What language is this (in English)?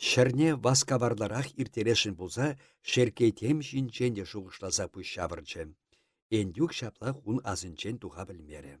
Chuvash